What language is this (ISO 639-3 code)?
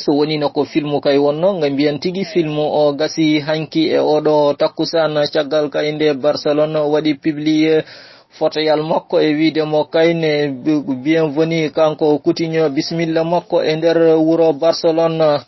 ful